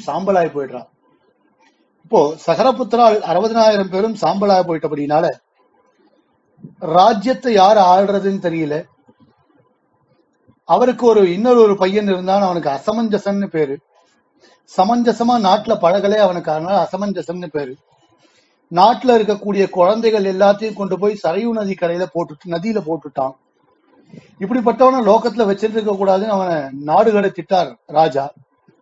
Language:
Tamil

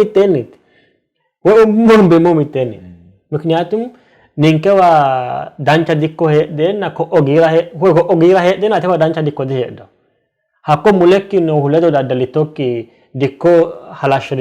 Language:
Sidamo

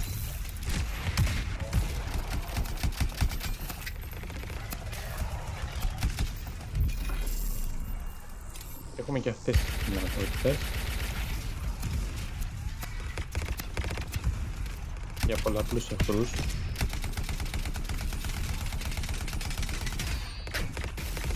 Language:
Greek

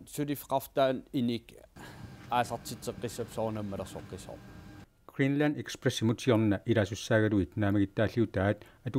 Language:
Kalaallisut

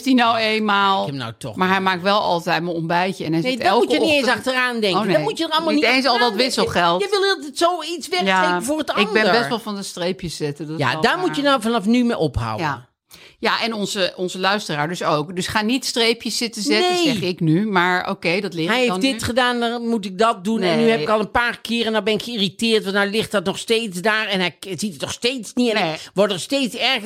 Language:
Dutch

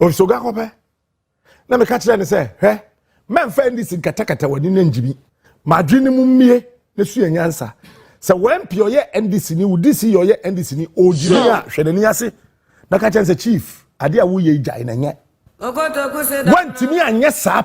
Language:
Akan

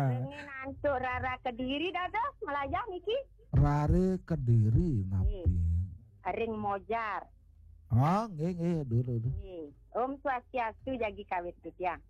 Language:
Balinese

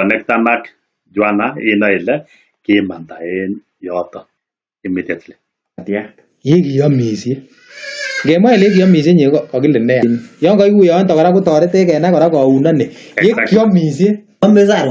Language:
Kalenjin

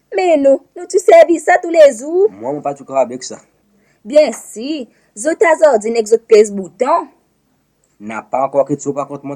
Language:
Seselwa Creole French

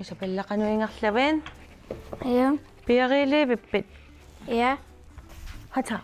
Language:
Kalaallisut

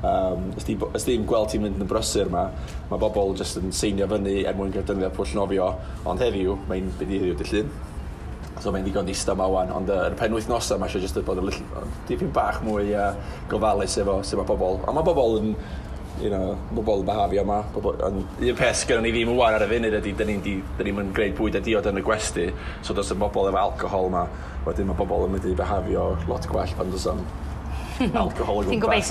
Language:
Welsh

